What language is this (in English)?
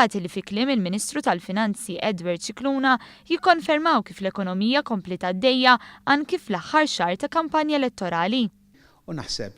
Maltese